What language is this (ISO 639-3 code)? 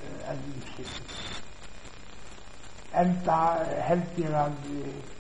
isl